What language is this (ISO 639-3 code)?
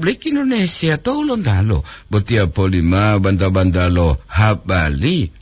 gor